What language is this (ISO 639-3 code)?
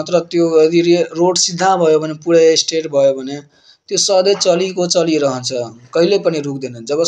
nep